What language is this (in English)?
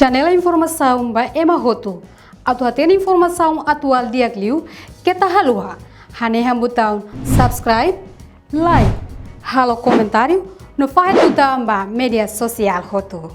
Tetum